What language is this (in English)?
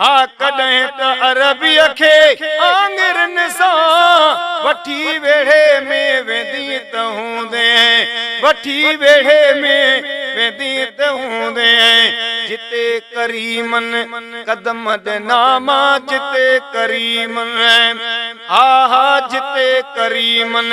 Sindhi